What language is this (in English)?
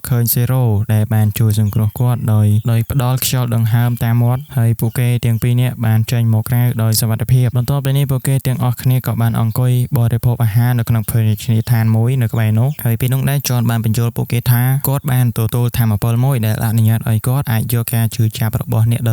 Khmer